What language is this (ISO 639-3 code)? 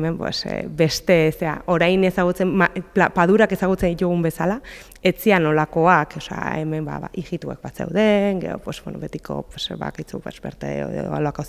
eus